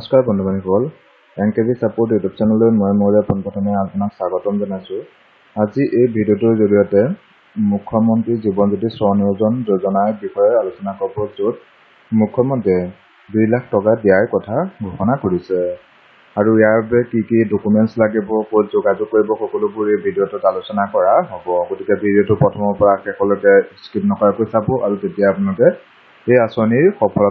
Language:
Assamese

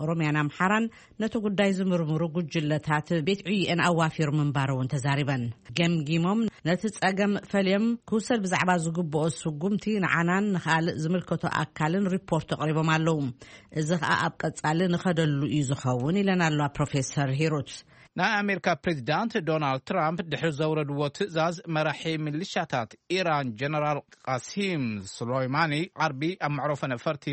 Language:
Tigrinya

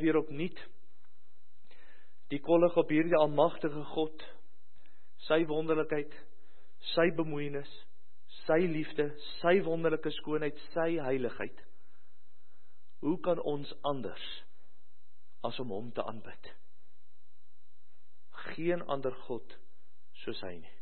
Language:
Afrikaans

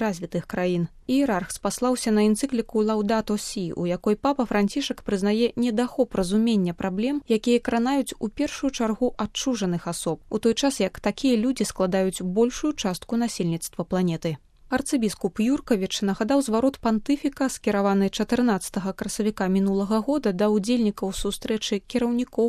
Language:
Belarusian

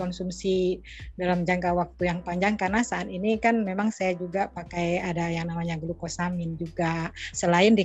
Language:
Indonesian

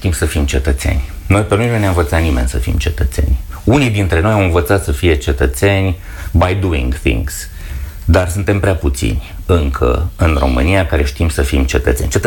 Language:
Romanian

